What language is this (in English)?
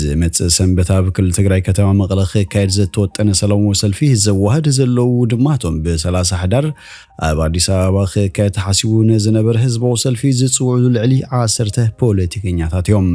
Tigrinya